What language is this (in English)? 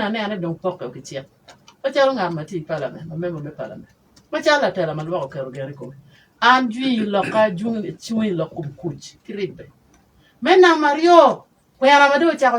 Acoli